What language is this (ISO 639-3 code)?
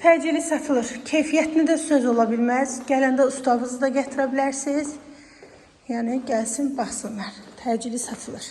aze